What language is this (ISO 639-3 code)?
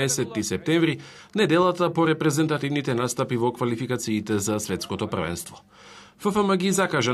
mkd